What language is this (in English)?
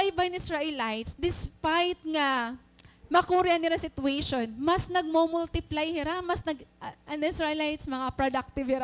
Waray